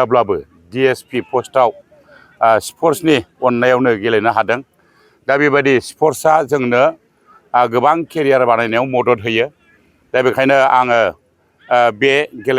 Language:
Bodo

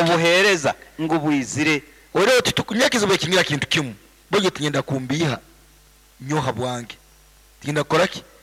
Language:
Nyoro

